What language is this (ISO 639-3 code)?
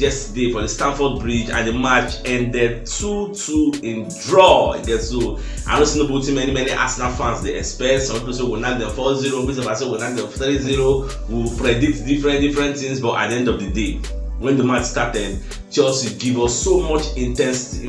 pcm